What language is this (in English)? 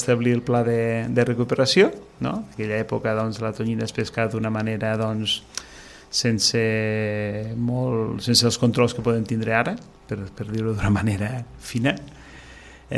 Catalan